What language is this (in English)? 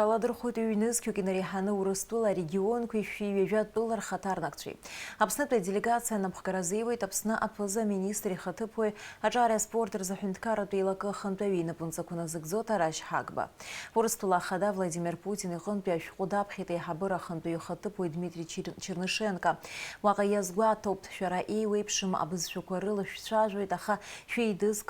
Abkhazian